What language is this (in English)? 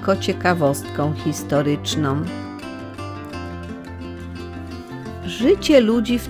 Polish